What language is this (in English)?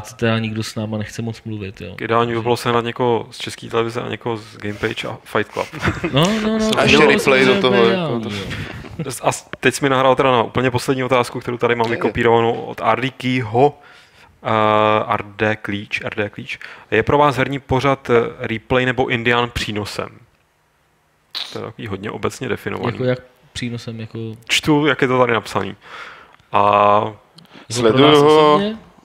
Czech